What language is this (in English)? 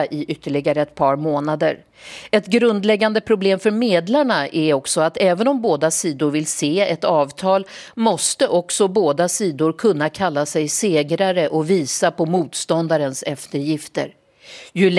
Swedish